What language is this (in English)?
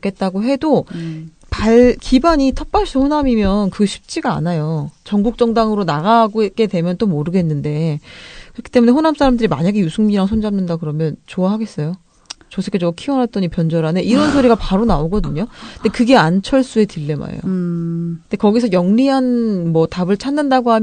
Korean